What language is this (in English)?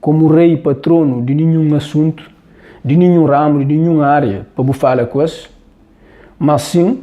Kabuverdianu